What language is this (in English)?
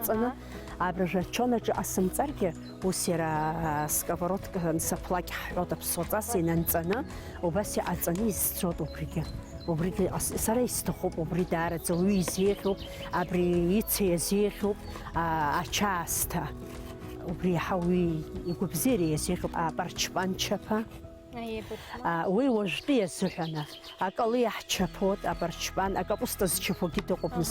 Abkhazian